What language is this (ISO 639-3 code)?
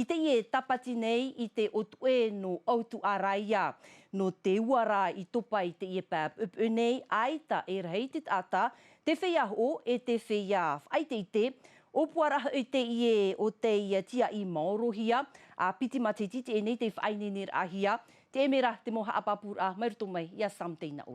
tah